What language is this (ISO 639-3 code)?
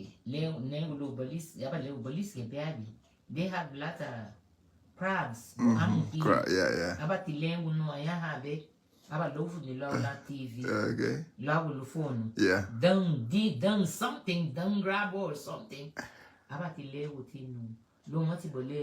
cab